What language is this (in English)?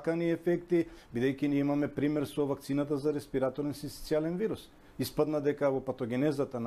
Macedonian